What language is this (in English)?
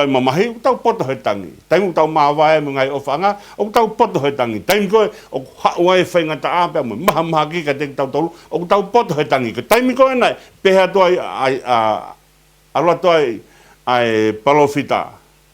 Tongan